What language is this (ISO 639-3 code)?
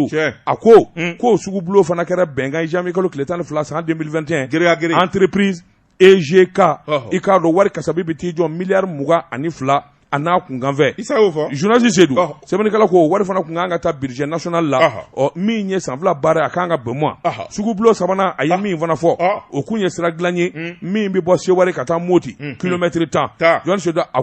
bam